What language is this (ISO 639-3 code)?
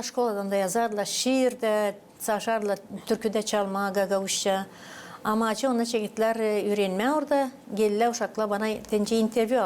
gag